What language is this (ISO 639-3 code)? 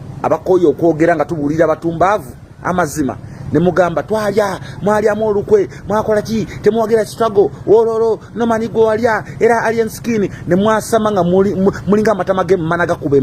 lug